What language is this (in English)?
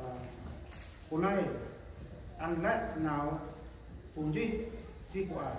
Central Mnong